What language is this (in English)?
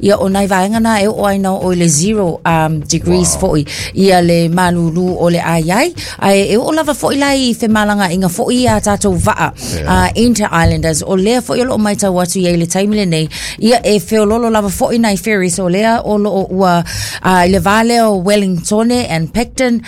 Samoan